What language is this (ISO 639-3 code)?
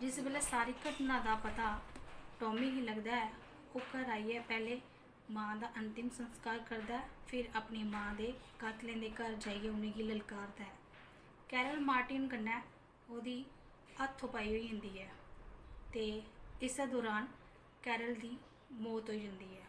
doi